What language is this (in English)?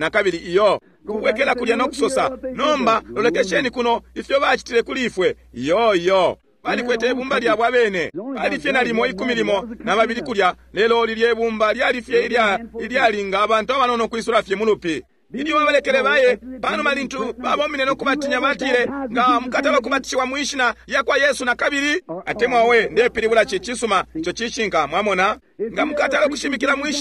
Bemba